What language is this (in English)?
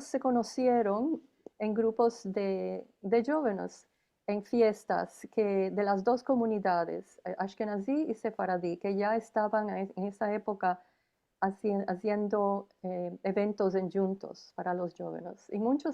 Ladino